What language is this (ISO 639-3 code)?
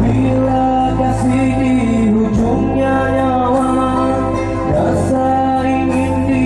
msa